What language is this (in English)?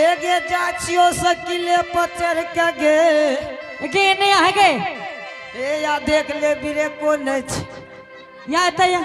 Angika